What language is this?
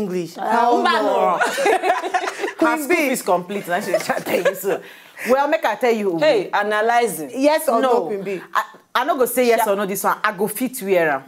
Nigerian Pidgin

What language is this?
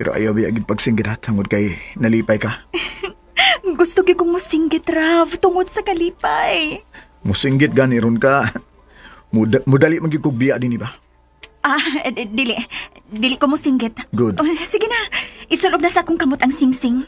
Cebuano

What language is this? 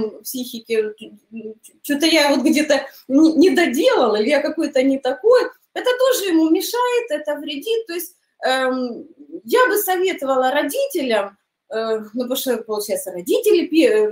Russian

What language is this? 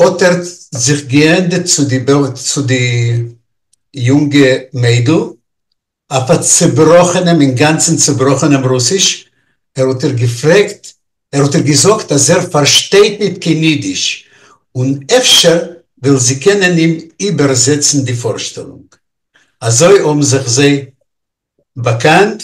Yiddish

